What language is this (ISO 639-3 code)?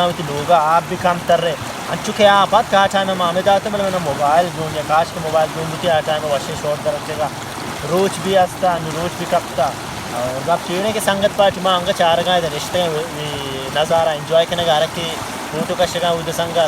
bal